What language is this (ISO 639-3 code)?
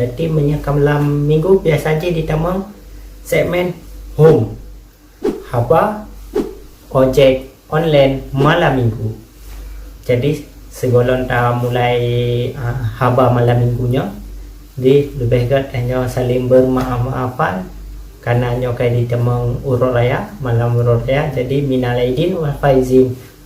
ace